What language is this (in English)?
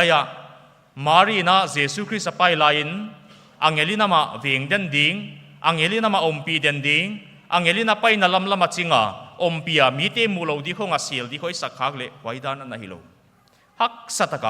Paite Chin